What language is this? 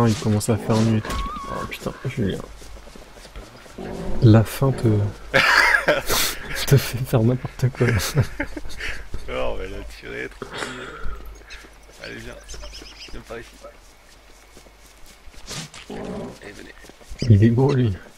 French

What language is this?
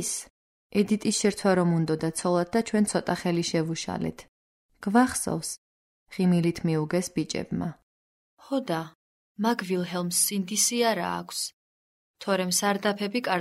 Georgian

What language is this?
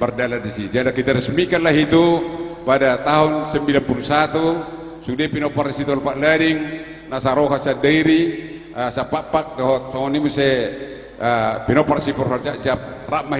Batak Toba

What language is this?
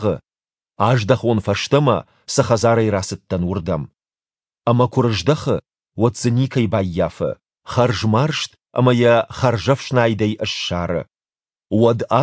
Ossetic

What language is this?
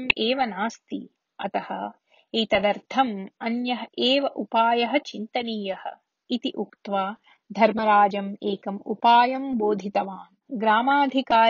Sanskrit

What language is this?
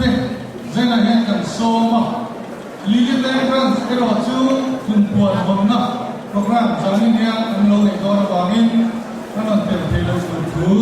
Mizo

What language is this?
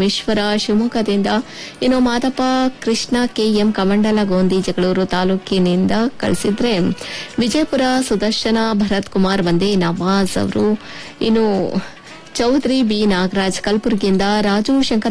Kannada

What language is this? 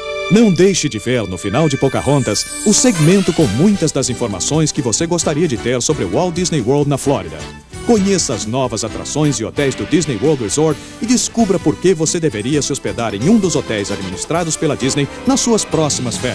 Portuguese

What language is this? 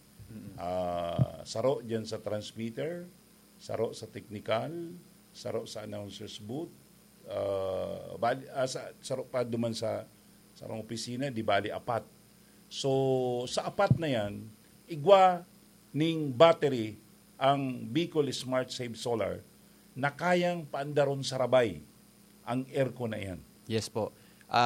Bikol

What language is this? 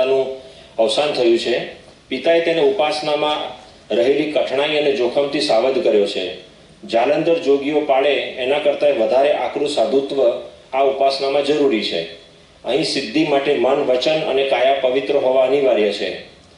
Gujarati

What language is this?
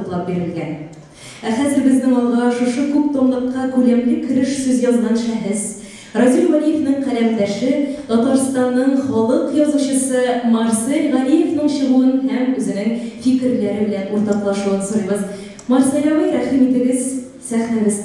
Tatar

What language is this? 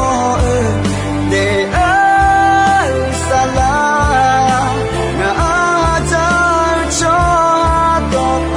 Akha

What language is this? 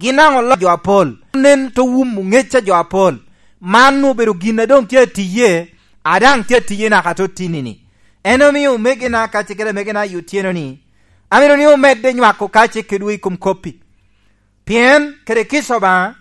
Lango (Uganda)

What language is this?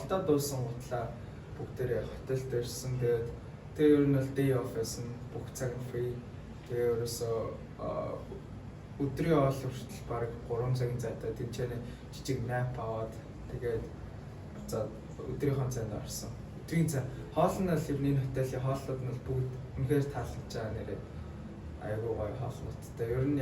Mongolian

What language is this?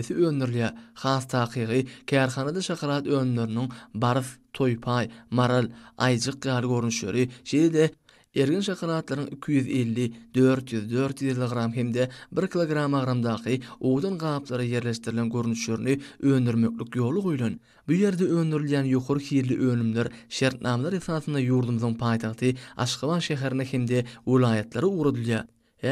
Turkmen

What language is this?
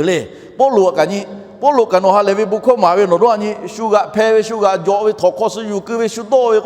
Lahu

